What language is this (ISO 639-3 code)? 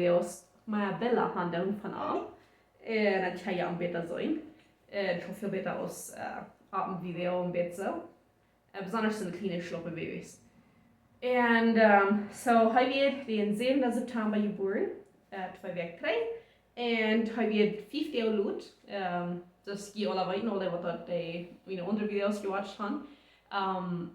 pdt